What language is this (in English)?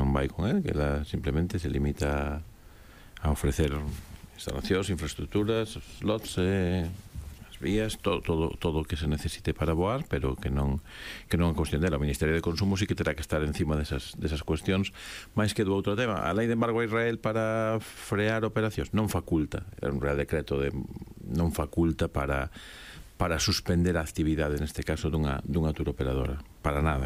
Galician